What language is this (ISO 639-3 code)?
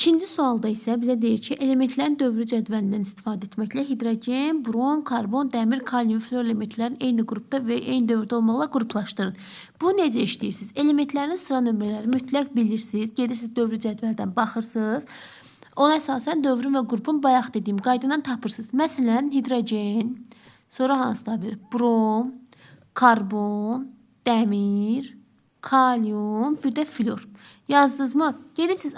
aze